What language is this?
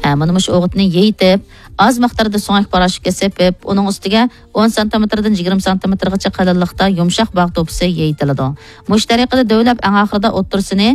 Uyghur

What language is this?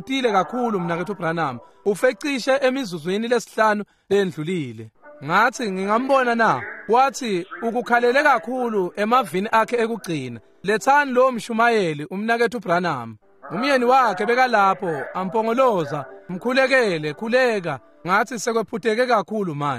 Swati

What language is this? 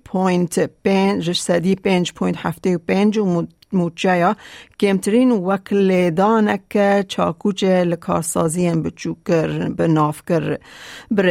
Kurdish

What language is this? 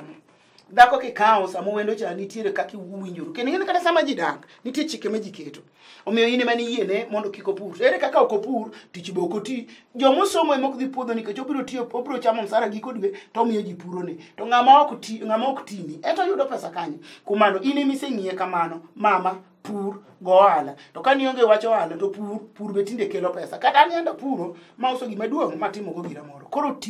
Luo (Kenya and Tanzania)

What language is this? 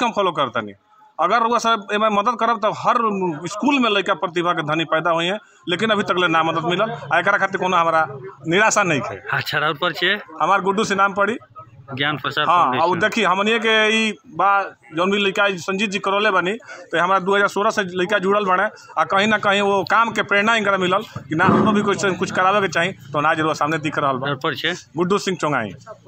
Bhojpuri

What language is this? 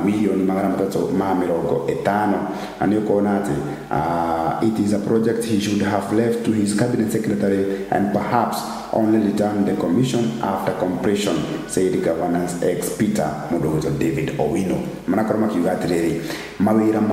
Kikuyu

